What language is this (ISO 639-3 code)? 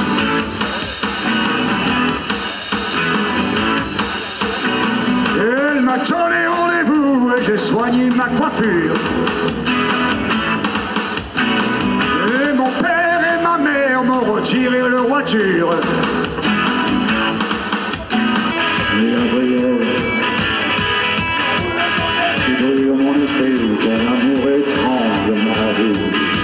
fra